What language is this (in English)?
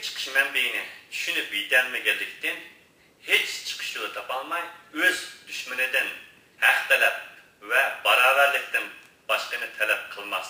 Uyghur